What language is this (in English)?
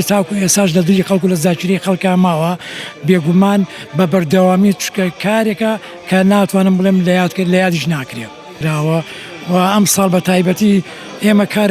Central Kurdish